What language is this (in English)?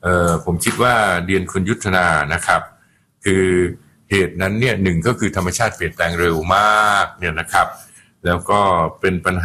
Thai